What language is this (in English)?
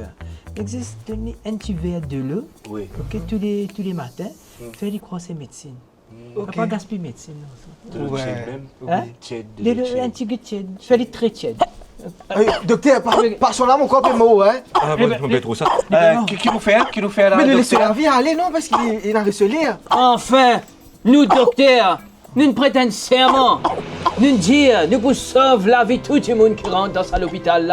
Morisyen